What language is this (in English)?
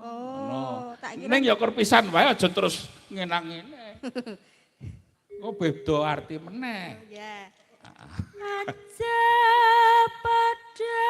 Javanese